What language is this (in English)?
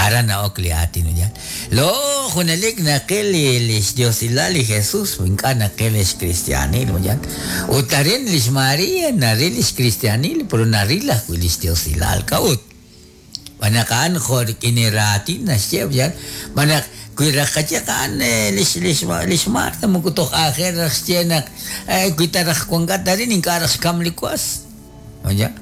Kekchí